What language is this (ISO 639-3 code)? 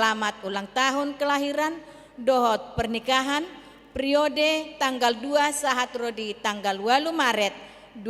bbc